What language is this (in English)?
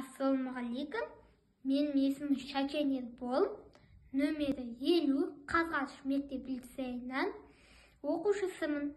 Kazakh